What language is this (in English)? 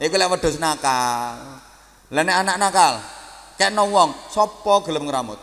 Javanese